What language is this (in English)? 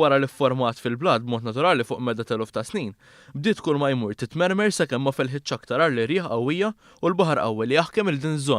Maltese